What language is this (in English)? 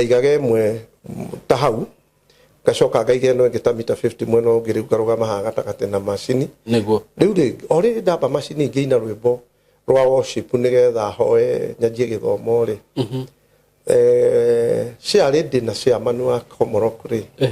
Kikuyu